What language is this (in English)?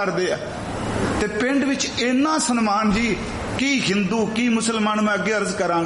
Punjabi